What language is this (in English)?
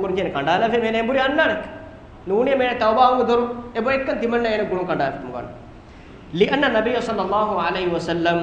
Divehi